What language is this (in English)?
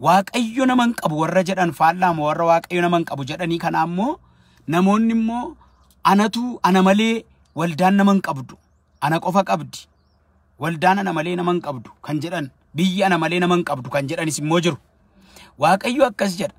Oromo